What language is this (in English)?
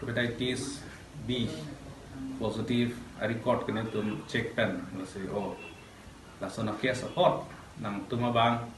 Karbi